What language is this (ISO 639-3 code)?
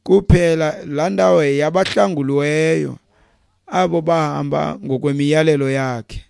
xho